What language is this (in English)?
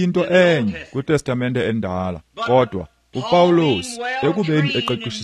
Xhosa